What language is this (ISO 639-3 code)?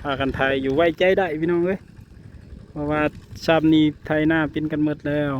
tts